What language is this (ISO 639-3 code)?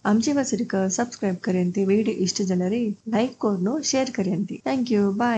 kok